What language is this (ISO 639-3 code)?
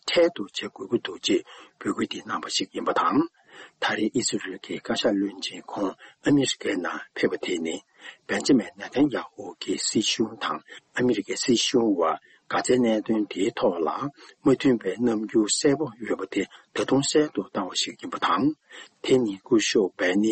bod